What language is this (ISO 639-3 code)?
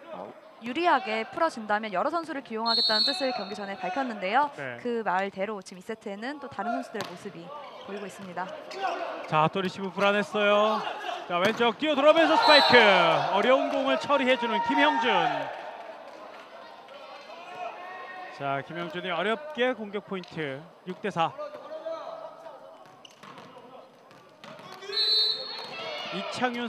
kor